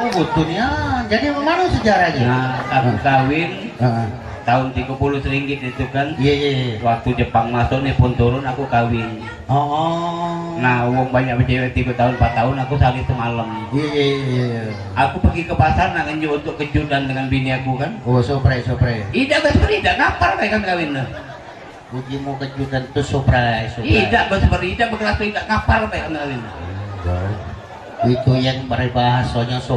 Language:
Musi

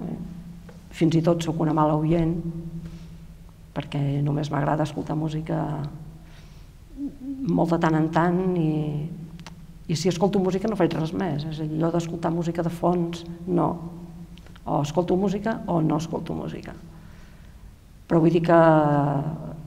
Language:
Catalan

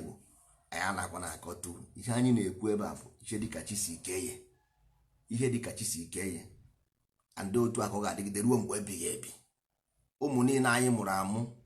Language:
Igbo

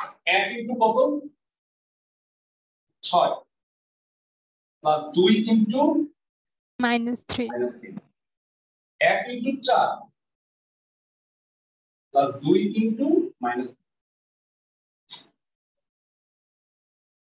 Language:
Bangla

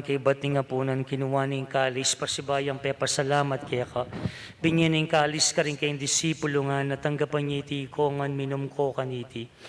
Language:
Pampanga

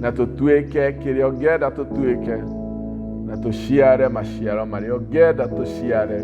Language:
Kikuyu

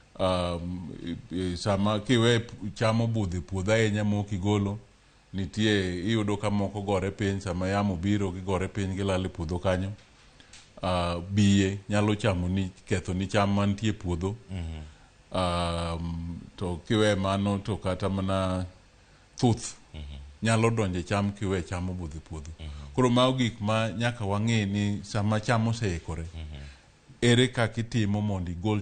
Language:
Luo (Kenya and Tanzania)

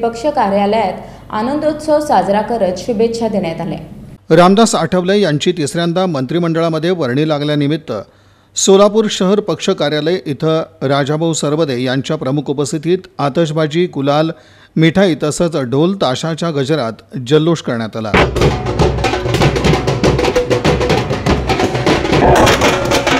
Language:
Marathi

